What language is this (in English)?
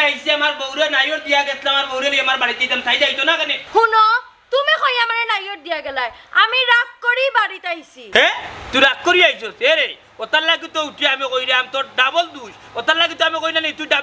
Sylheti